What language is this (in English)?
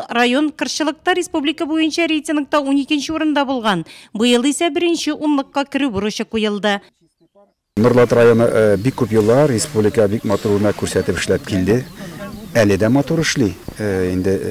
Tatar